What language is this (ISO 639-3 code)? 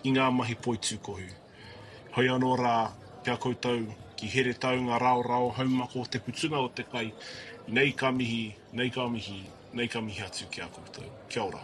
mri